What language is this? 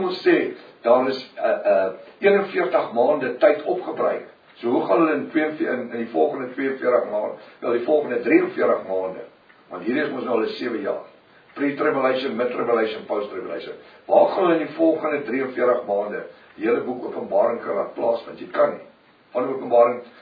Afrikaans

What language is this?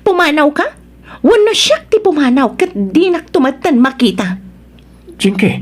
Iloko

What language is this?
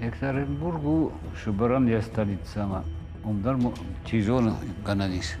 Ossetic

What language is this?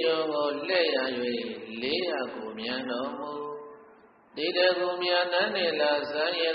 Burmese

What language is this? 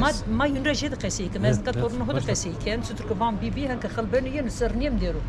Zaza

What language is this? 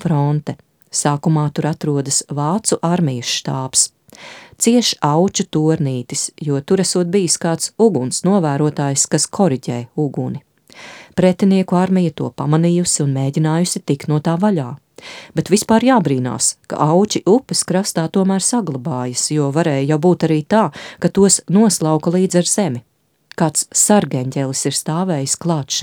Latvian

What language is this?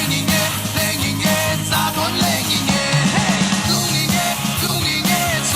Falam Chin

